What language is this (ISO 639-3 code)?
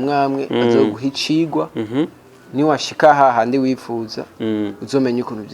run